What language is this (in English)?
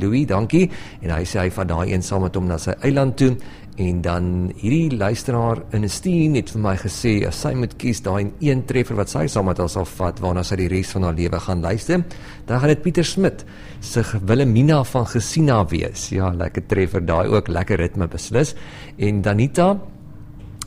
Afrikaans